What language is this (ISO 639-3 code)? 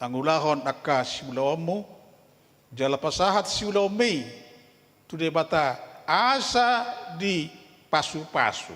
bbc